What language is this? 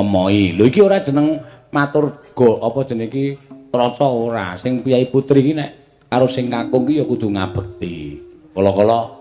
Javanese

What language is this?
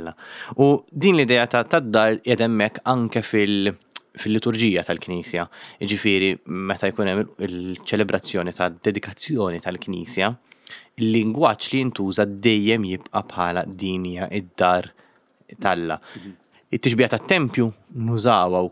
Maltese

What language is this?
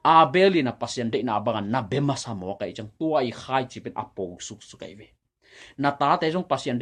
Tedim Chin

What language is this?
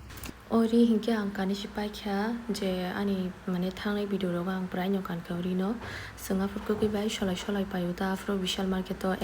Kok Borok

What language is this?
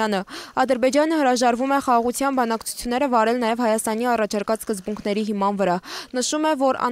Armenian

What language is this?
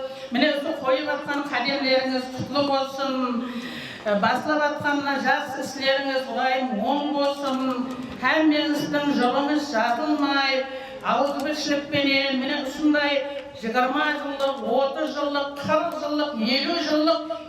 Kara-Kalpak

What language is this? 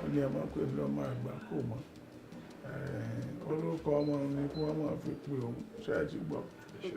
Yoruba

